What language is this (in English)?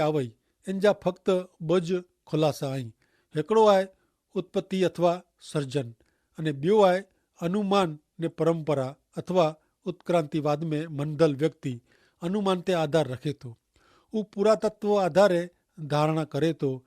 Kachhi